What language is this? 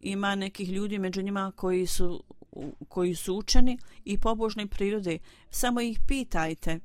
Bosnian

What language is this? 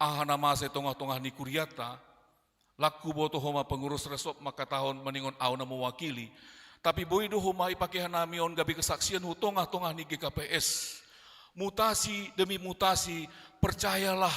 Batak Simalungun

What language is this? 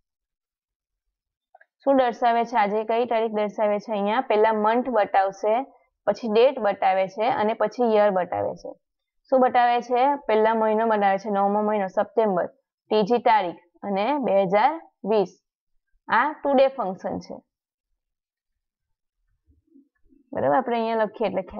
Gujarati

